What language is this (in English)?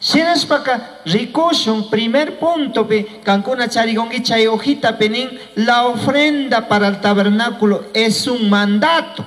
Chimborazo Highland Quichua